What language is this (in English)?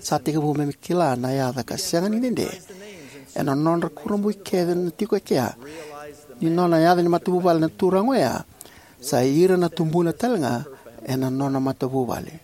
Fijian